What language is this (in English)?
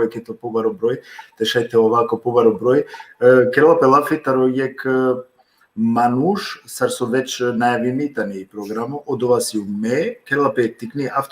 Balkan Romani